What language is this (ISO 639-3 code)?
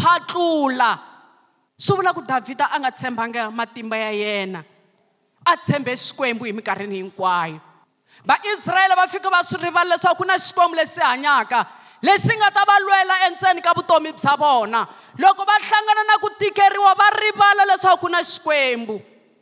tso